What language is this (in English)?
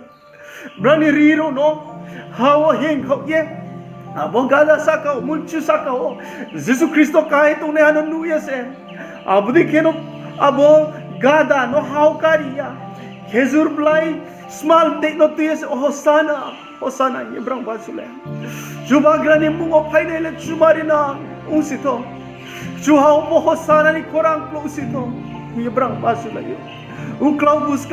Riang (India)